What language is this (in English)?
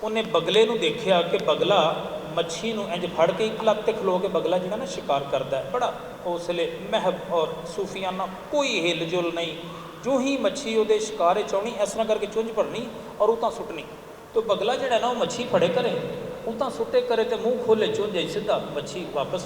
Western Panjabi